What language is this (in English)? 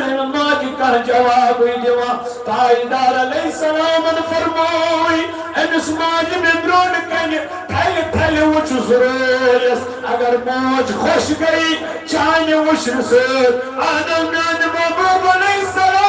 Kashmiri